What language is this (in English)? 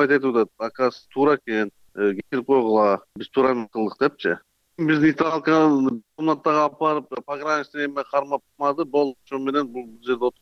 Kyrgyz